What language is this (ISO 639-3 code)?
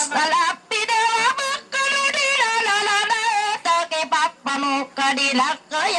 mrw